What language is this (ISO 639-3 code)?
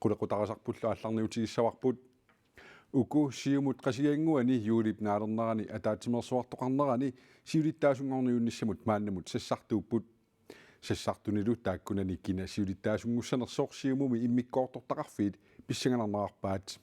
kal